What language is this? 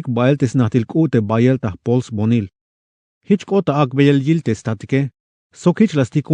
Tzeltal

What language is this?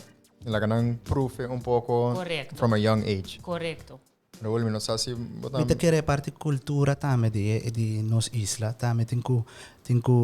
Papiamento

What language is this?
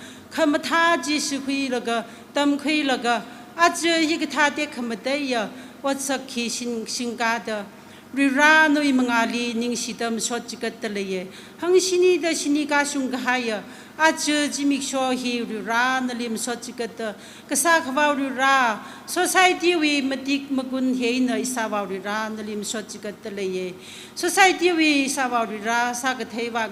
Tangkhul Naga (India)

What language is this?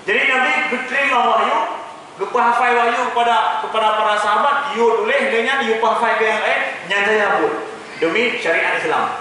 Achinese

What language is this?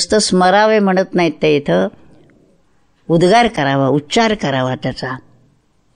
Marathi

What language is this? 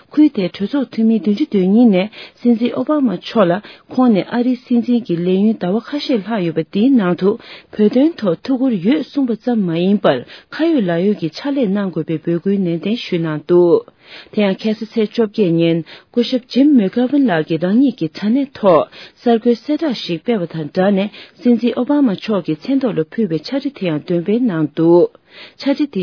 Tibetan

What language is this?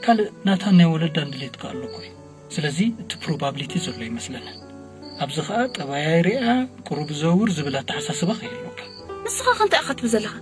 Tigrinya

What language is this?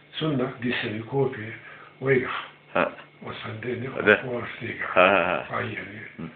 Chechen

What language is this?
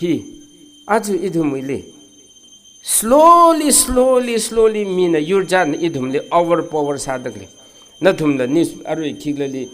Tangkhul Naga (India)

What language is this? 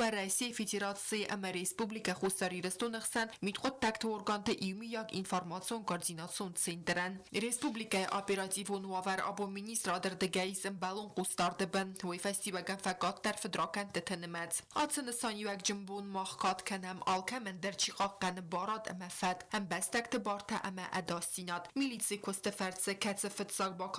Ossetic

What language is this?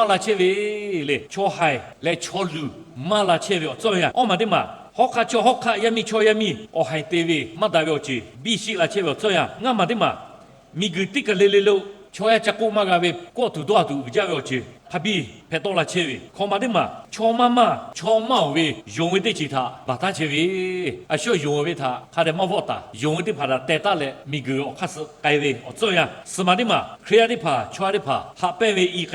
Lahu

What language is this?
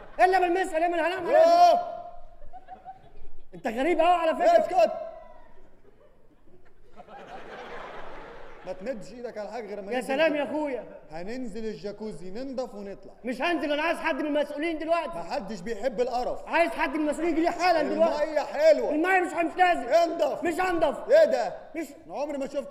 Egyptian Arabic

